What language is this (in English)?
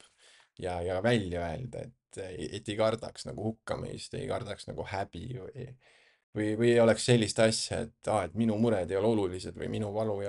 Estonian